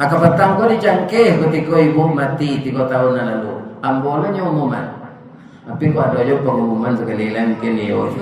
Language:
Minangkabau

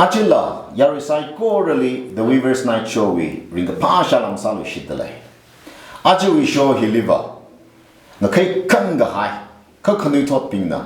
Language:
Tangkhul Naga (India)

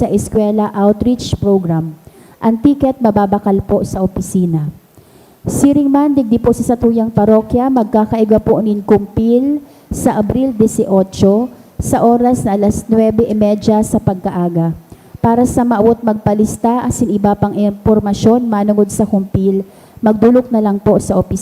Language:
Bikol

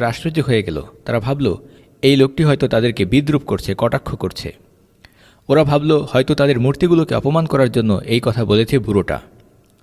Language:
Bangla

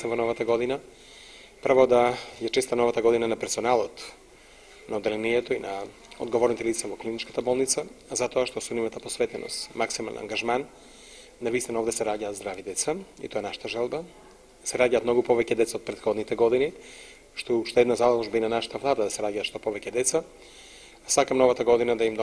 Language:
Macedonian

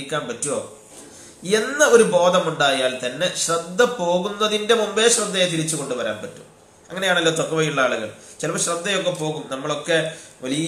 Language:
Malayalam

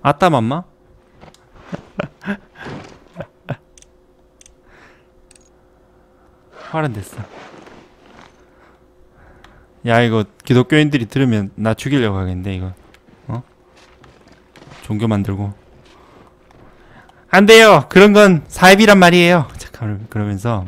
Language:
Korean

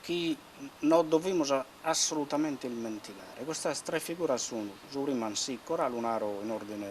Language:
Sardinian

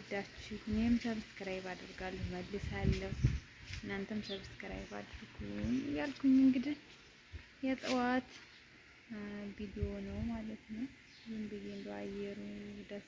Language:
Amharic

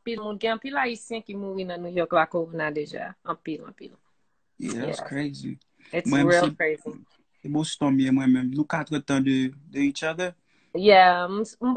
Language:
Haitian Creole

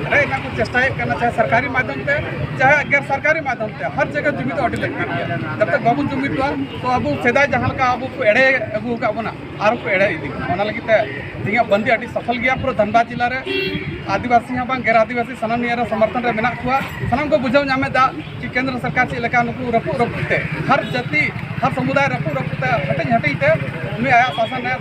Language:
Santali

